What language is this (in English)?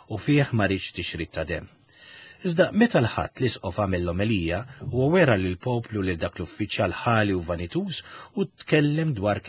Maltese